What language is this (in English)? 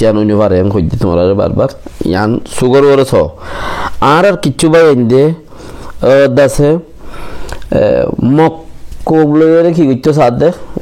Rohingya